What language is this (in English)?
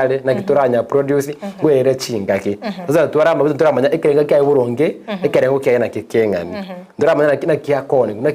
Gusii